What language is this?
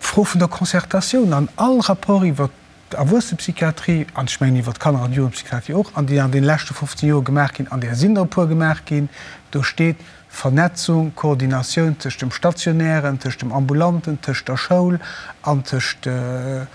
Luxembourgish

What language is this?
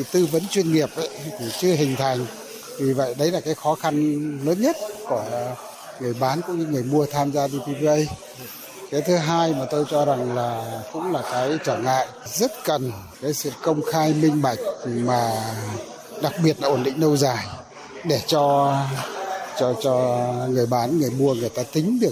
Vietnamese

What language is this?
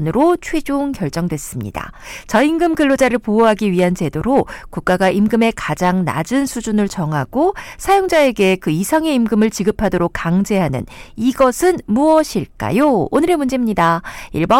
Korean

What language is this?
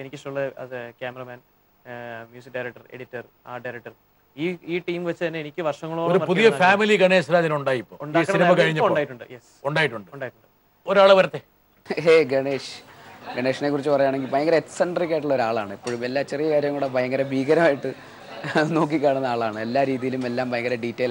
Malayalam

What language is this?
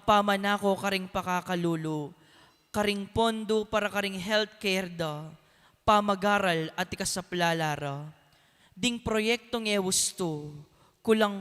Pampanga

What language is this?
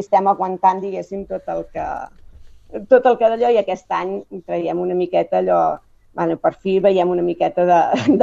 Catalan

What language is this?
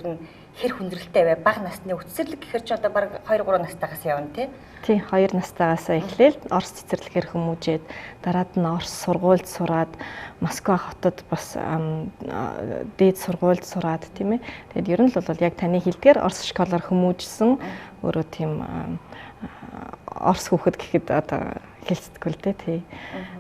Mongolian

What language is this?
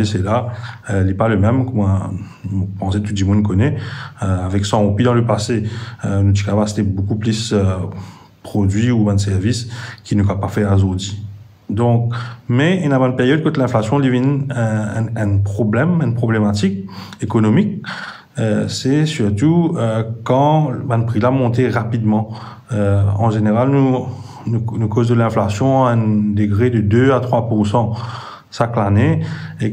Morisyen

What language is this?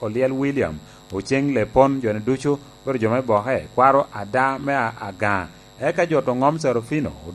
Lango (Uganda)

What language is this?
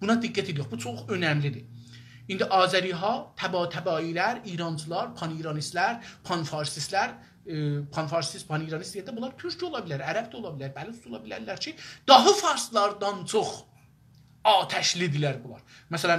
South Azerbaijani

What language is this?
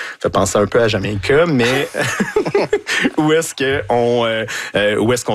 French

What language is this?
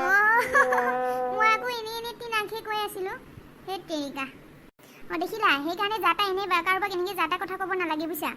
Assamese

